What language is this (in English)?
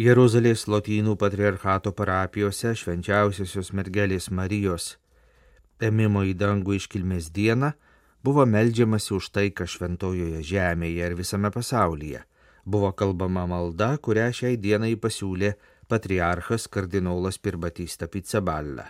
Lithuanian